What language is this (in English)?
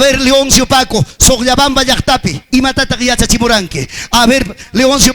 Ayacucho Quechua